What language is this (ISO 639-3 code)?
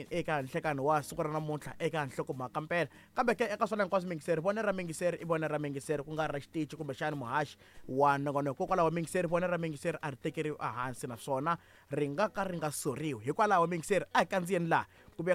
tso